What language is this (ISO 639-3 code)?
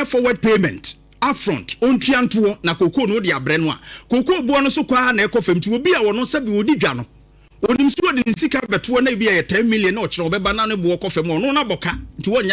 aka